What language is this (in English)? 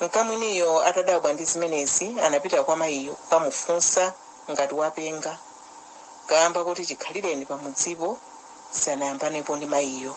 Nyanja